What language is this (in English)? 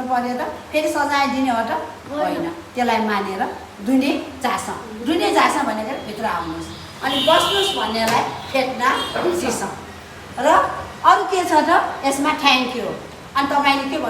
Nepali